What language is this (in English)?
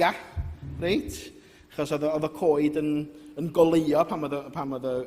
Welsh